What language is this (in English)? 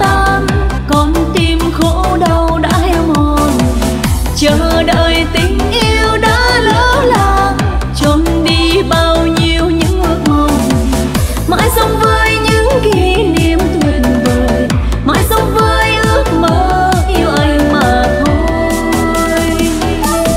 Vietnamese